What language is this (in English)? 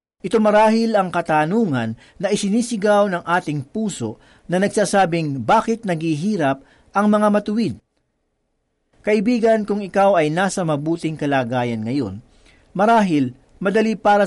Filipino